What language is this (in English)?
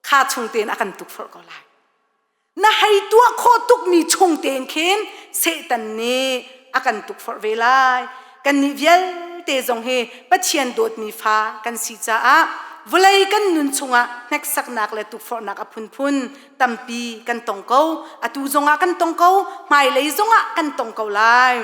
Hakha Chin